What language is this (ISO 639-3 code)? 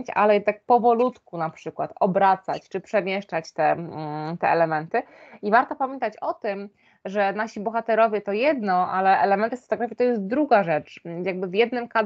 pol